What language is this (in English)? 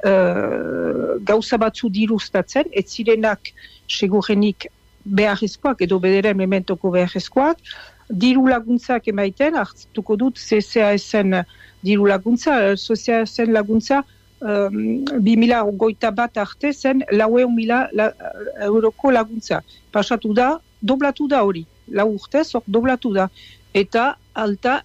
Basque